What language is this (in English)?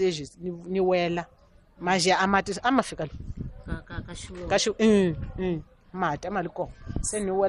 Tsonga